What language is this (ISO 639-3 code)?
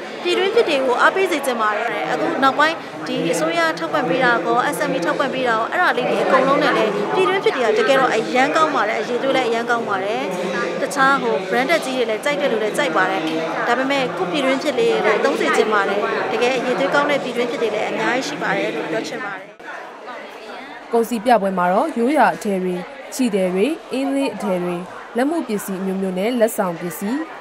mya